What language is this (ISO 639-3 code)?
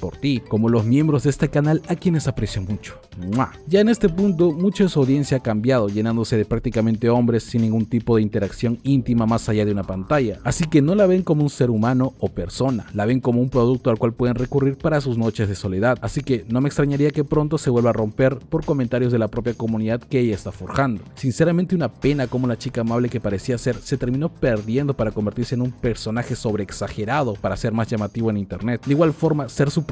spa